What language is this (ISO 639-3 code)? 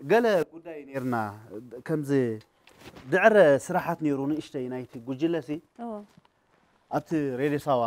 tir